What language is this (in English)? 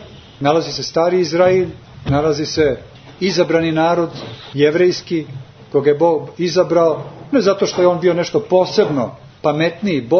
Serbian